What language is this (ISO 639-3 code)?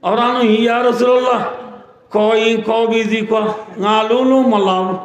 rhg